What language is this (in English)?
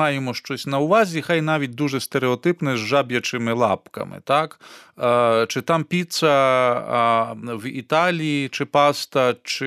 Ukrainian